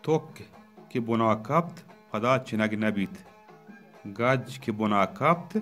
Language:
Baluchi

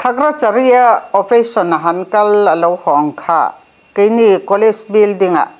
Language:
Mizo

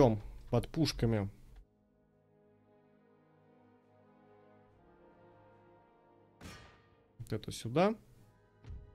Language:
Russian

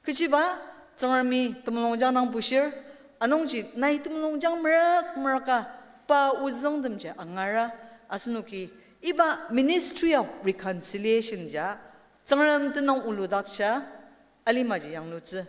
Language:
Ao Naga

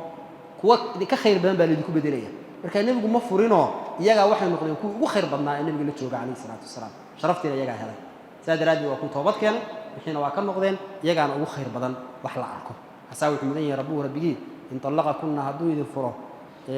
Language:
Somali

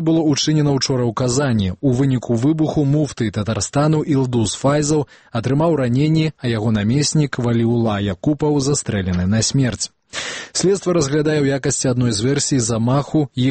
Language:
Belarusian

